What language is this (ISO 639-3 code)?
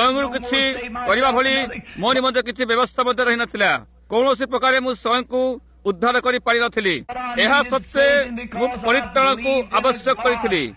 ori